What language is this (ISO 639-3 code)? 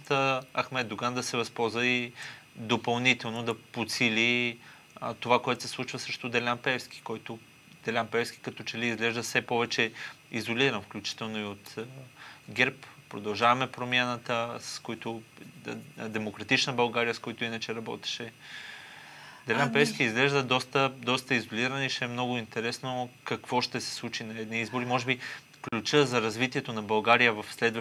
bul